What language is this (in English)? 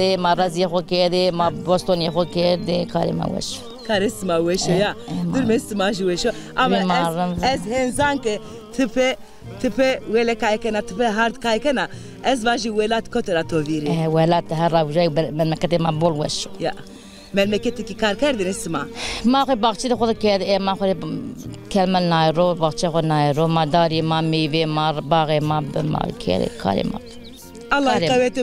Zaza